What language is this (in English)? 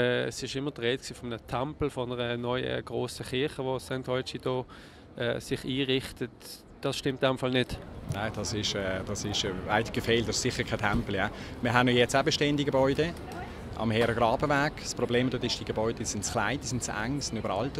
Swiss German